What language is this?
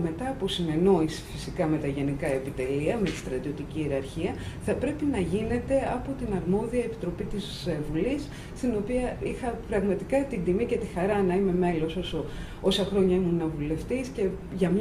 Greek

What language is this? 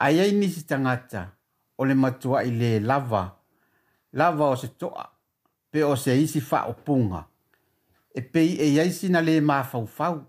Samoan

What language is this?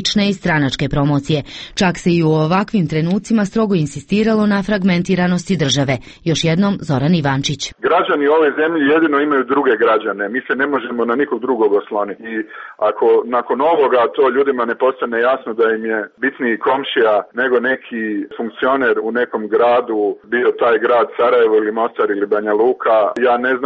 Serbian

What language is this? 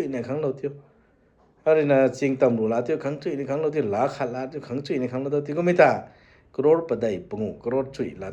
Rongmei Naga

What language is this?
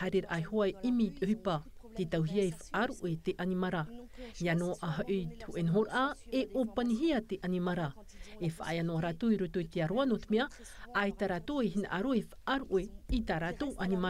Tahitian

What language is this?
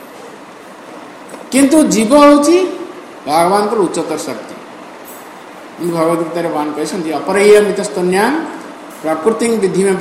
Odia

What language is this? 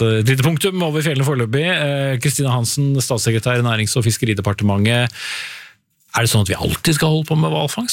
Norwegian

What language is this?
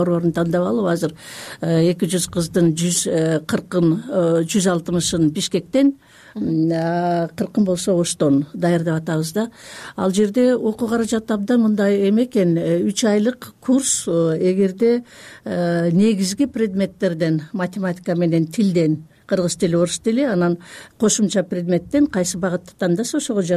Kyrgyz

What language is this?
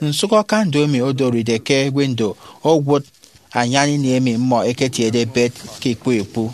Efik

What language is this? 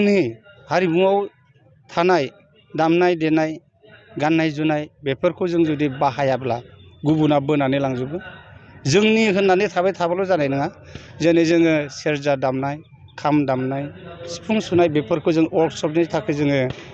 Bodo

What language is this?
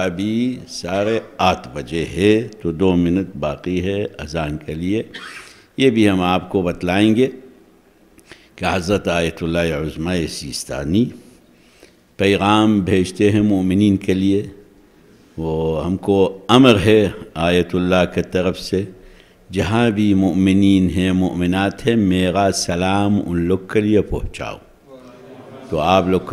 Urdu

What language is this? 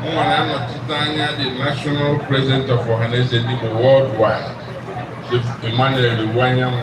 Igbo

